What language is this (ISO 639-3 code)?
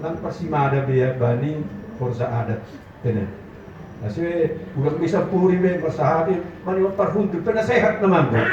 bts